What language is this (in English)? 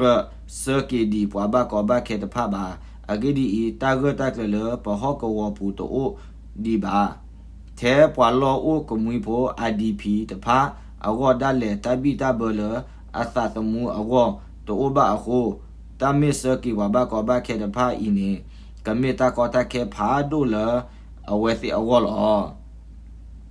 S'gaw Karen